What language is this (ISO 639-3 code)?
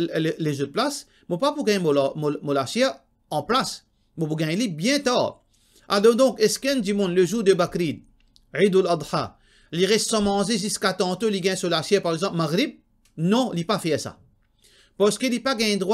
mfe